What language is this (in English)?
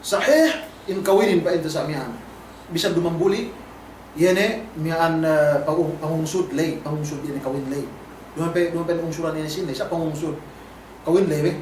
Yakan